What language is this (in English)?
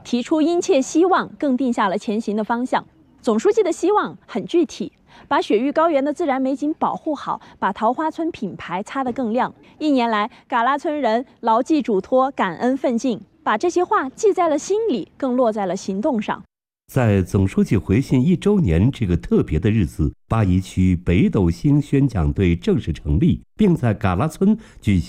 Chinese